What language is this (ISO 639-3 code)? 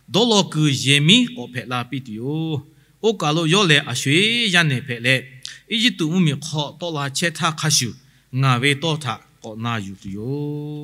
lhu